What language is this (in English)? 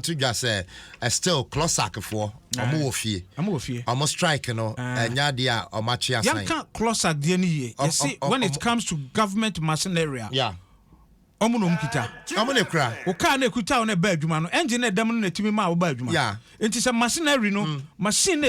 Akan